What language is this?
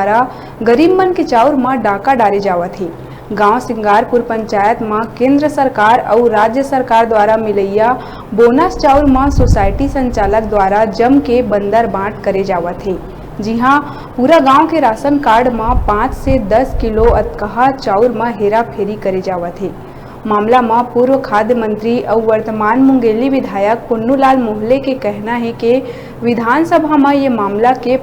Chhattisgarhi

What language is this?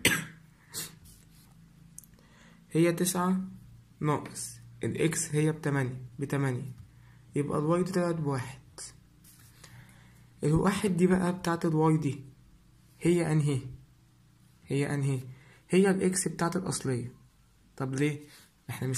Egyptian Arabic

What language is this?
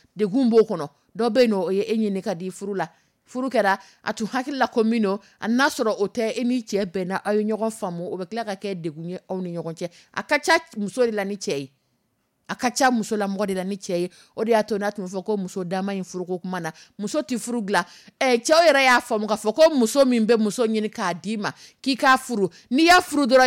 Dyula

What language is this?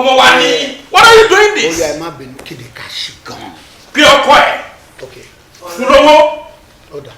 Yoruba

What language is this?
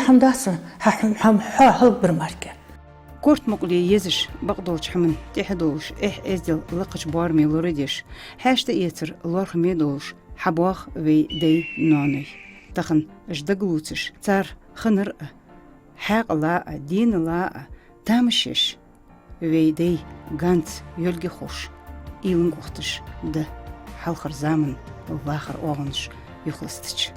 Ingush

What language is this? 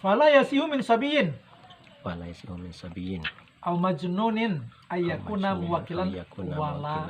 Minangkabau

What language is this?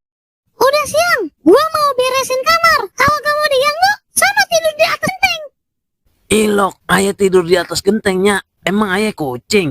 Betawi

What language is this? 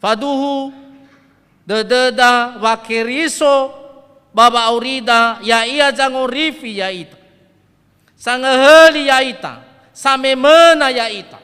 Nias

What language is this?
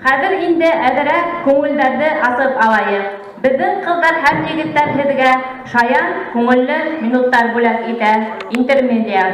Bashkir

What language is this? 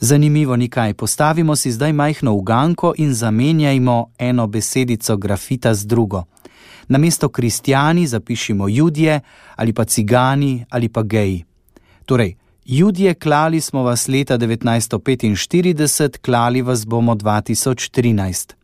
Slovenian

